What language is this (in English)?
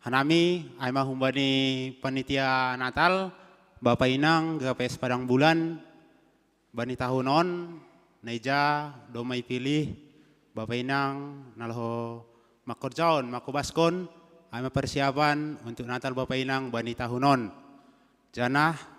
Batak Simalungun